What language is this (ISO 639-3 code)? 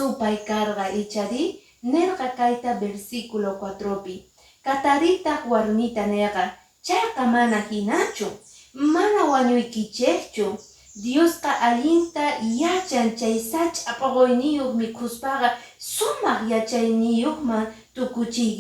que